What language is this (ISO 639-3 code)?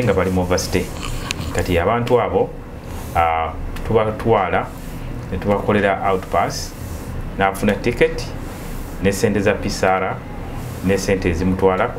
lug